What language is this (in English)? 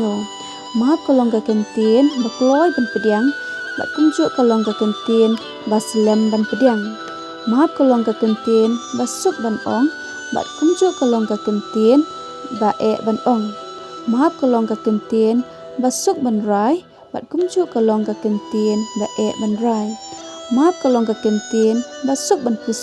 Khasi